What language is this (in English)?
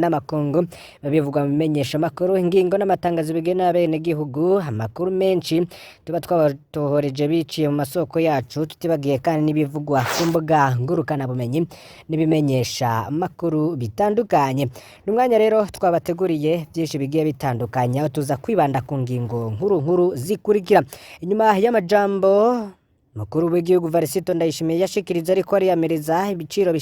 Rundi